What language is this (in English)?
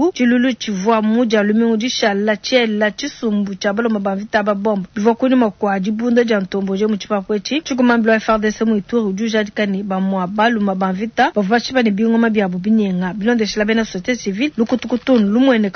Luba-Lulua